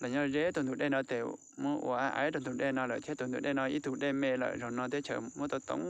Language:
Hmong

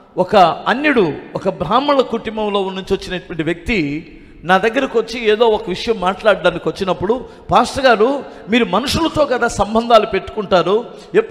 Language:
Telugu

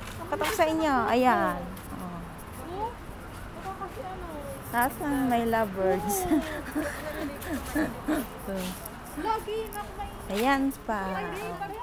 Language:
Filipino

